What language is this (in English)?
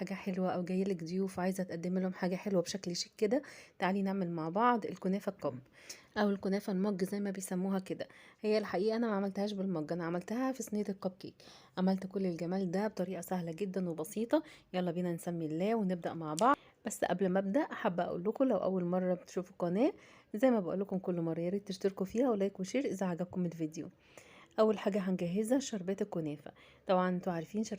Egyptian Arabic